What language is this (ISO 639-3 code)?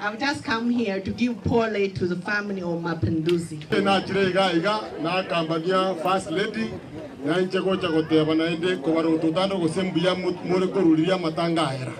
guz